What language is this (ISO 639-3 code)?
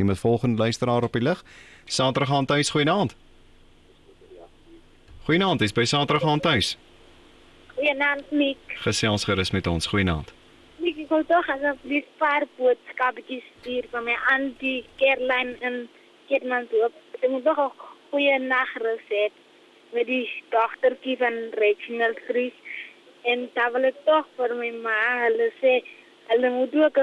afr